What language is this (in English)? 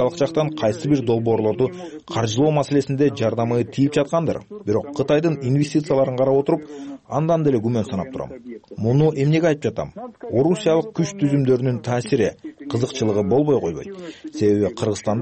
Kyrgyz